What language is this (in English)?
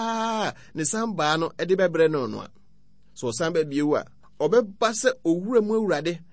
Akan